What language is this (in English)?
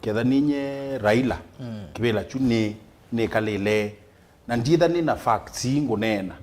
Kamba